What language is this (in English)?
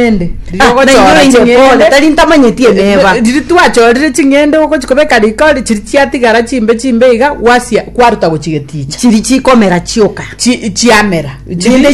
Gusii